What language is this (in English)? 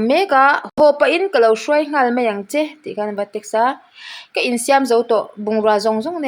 Mizo